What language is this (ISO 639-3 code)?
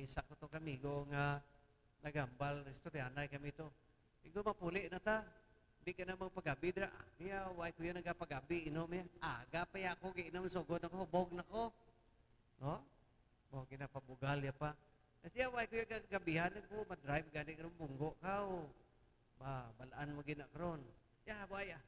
hil